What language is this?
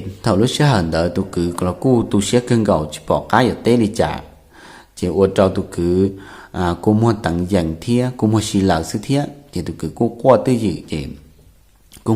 Hmong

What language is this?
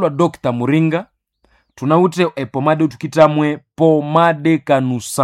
Nande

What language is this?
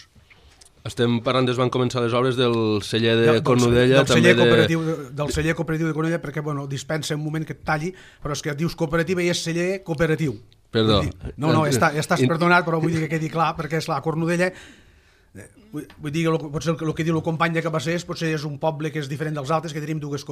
Catalan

